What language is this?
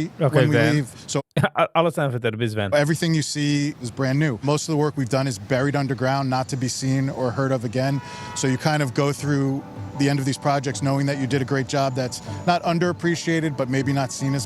Yiddish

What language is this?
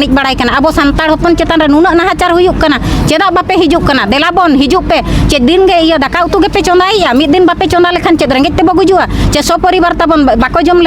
Santali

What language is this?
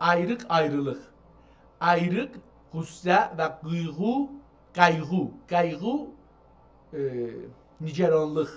South Azerbaijani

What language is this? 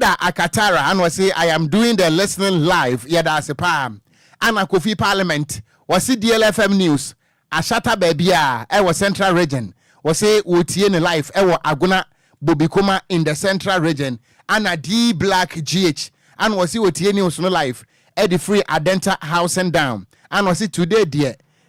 Akan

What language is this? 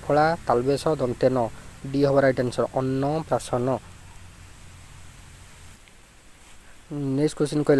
Odia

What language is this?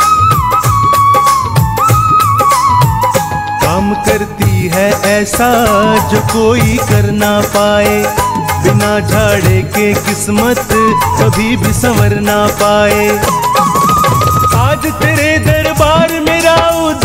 Hindi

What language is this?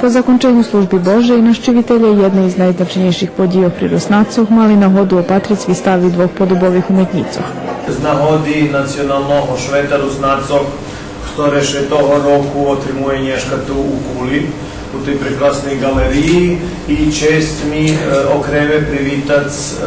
Rusyn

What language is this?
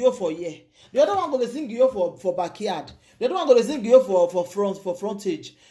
Nigerian Pidgin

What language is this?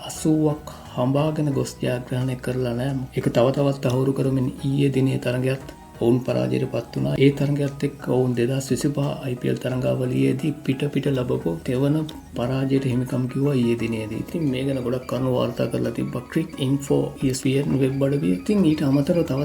Sinhala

